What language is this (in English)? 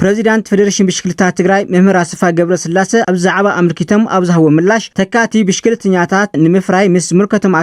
Tigrinya